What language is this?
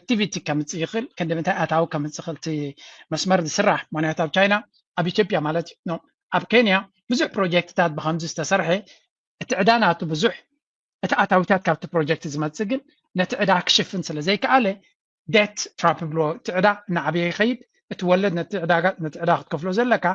Tigrinya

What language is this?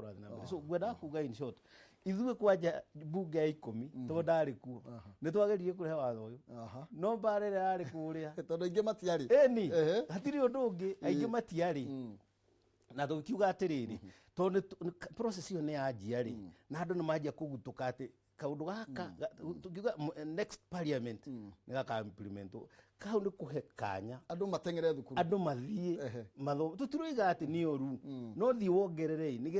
Kikuyu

